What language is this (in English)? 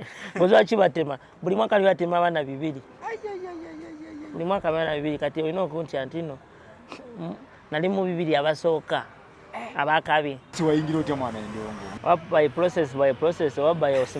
Ganda